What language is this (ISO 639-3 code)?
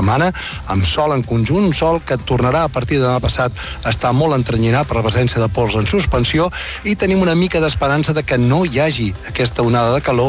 cat